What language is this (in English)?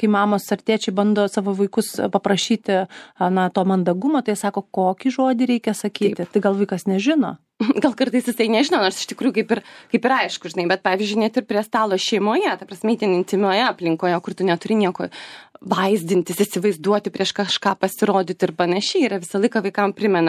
Lithuanian